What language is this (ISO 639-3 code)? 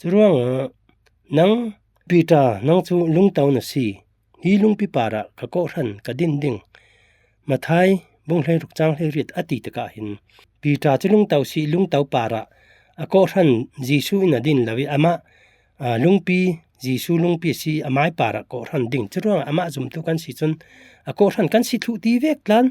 cfm